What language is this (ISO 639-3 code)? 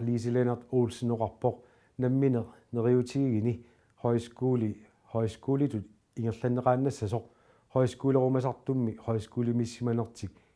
kal